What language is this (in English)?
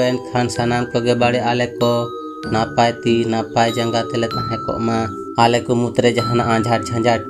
Santali